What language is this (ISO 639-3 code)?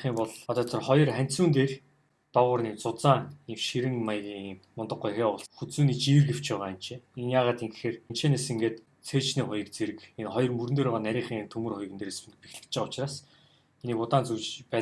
mon